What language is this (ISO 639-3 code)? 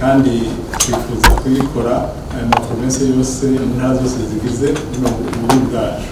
run